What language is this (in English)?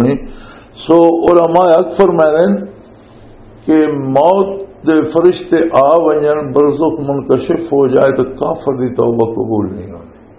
Western Panjabi